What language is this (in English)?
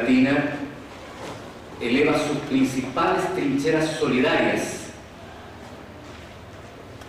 Spanish